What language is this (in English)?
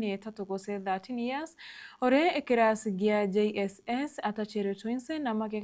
Gusii